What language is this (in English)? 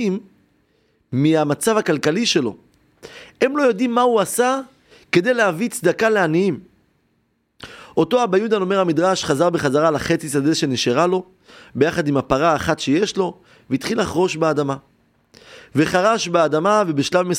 Hebrew